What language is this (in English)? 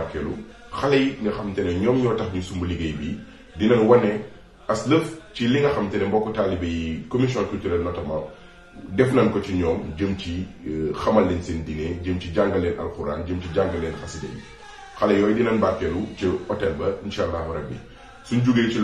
Wolof